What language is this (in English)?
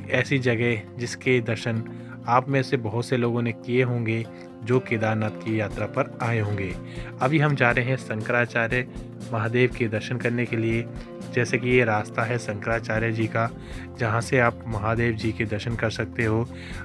Hindi